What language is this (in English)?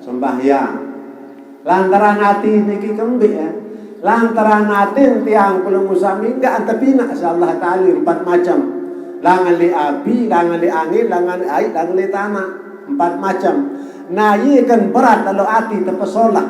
Sasak